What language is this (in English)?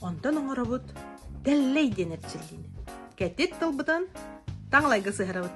Yakut